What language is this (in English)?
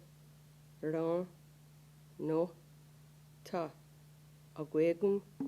Mohawk